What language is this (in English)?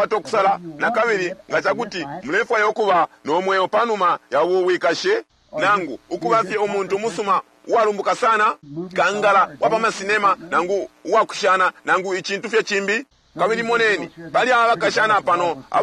Bemba